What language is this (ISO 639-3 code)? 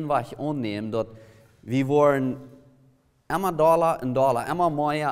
pdt